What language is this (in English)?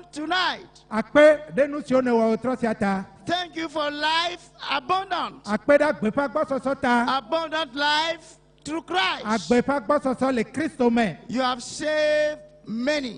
Ewe